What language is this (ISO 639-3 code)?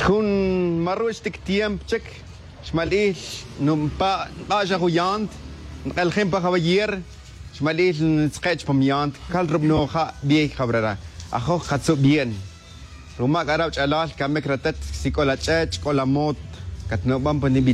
tzj